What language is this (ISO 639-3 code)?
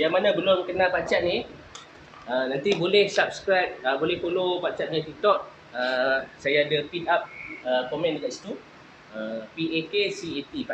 msa